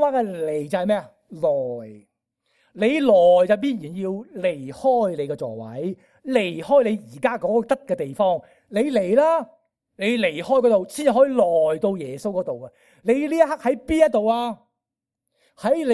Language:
Cantonese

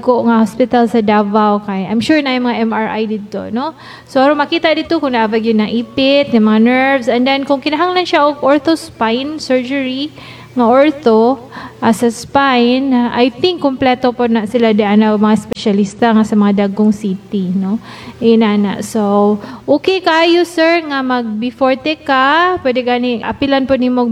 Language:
Cebuano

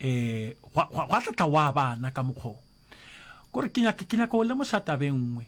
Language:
Northern Sotho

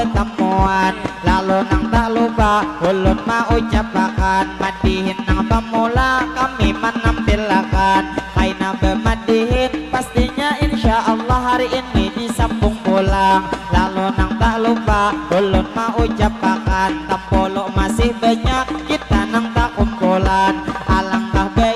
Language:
Banjar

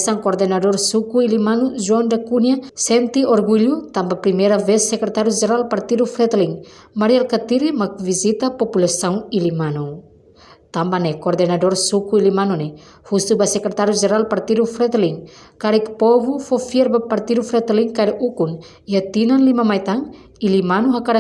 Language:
Tetum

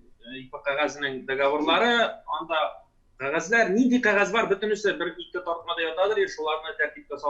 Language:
Tatar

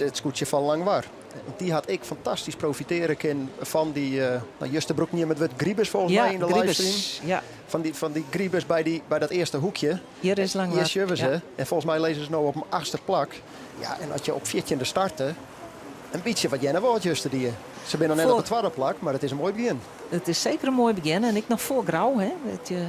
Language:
Western Frisian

